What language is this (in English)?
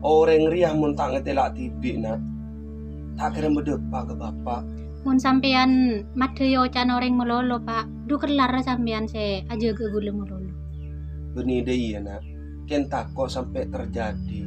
Madurese